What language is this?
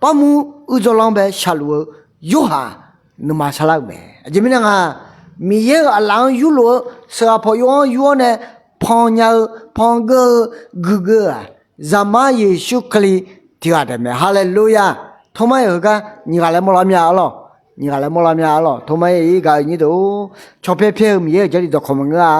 Akha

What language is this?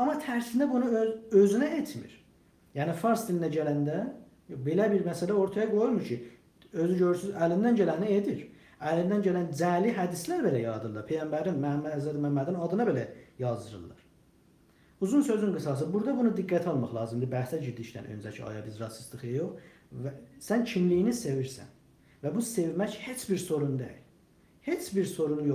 South Azerbaijani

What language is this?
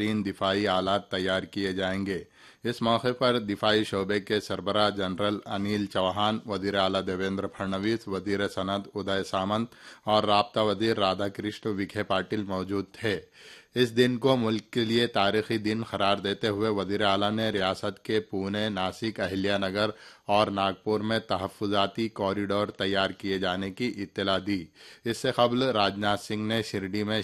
Urdu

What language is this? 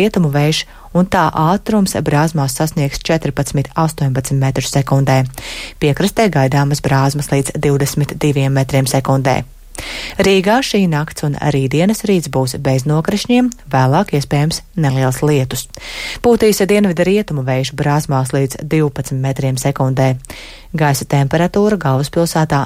Latvian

